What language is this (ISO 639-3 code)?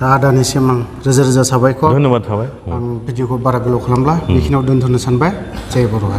brx